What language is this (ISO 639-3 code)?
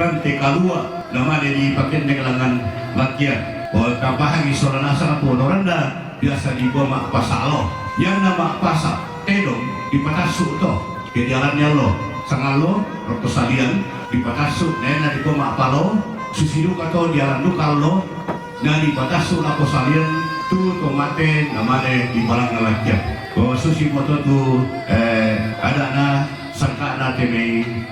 sda